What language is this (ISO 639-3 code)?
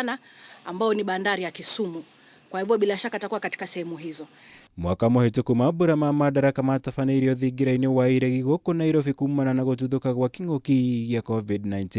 kik